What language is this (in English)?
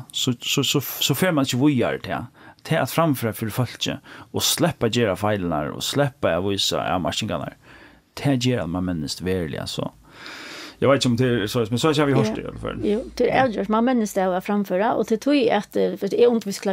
Faroese